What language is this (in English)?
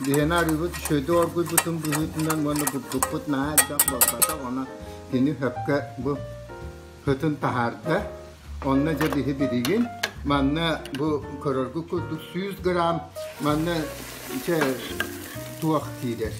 Yakut